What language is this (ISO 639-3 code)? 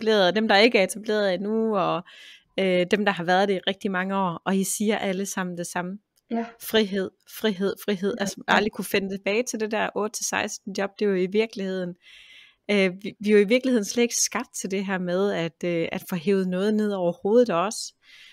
dan